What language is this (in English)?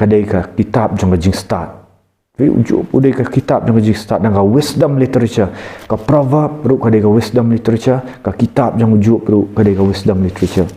Khasi